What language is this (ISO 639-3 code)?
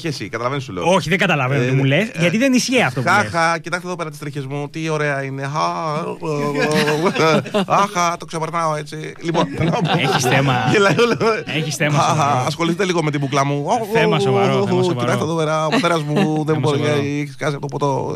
ell